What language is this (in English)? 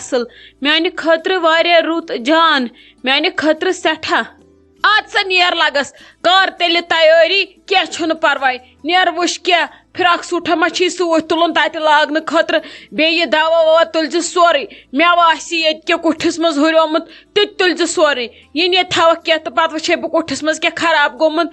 Kashmiri